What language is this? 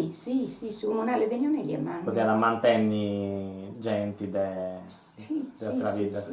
Sardinian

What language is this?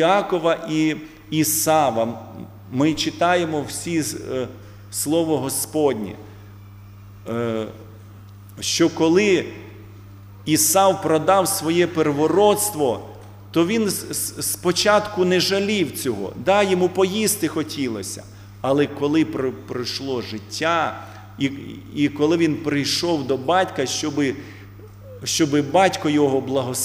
Ukrainian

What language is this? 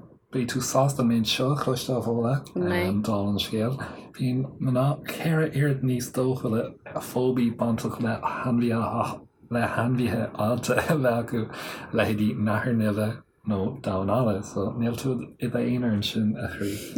Irish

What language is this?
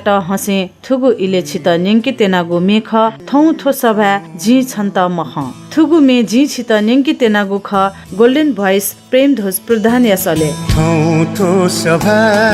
Newari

